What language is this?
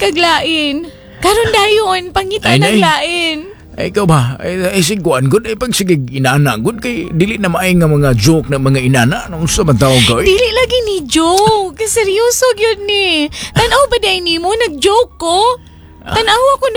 Cebuano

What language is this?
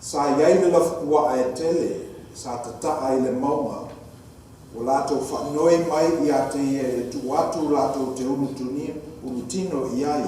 Samoan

